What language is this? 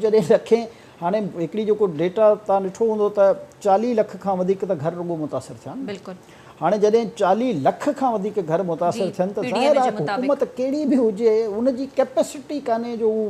Sindhi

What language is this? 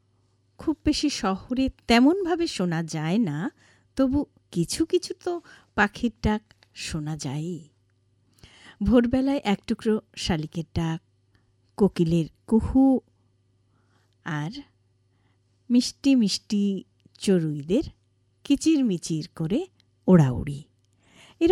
Bangla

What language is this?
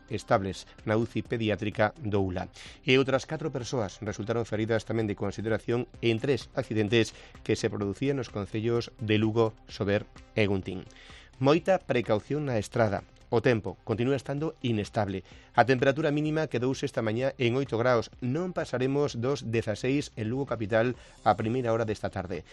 Galician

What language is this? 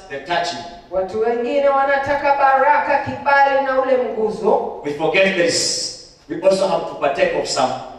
Swahili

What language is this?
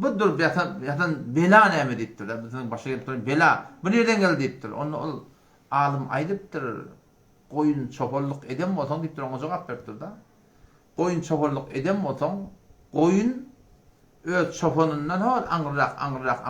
Turkmen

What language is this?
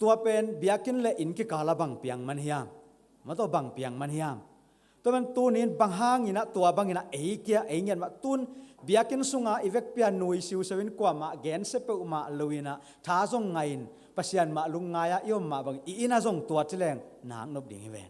Tedim Chin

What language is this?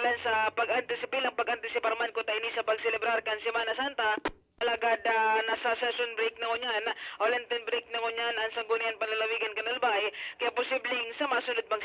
Bikol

